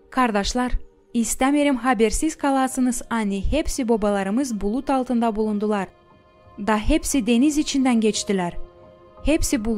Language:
Gagauz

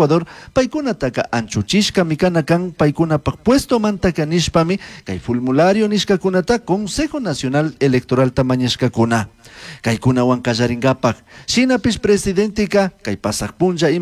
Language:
Chimborazo Highland Quichua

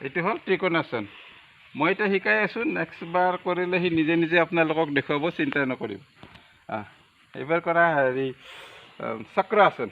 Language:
Assamese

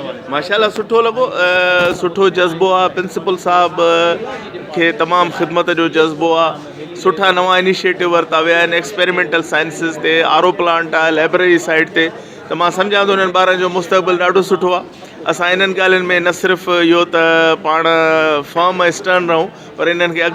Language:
Sindhi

